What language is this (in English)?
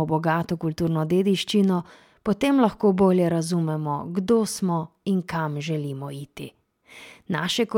Slovenian